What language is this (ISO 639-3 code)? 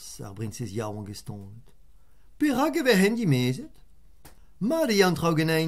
bre